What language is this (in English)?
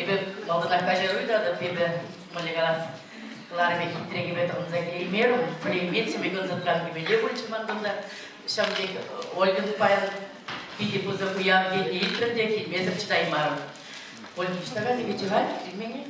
Chuvash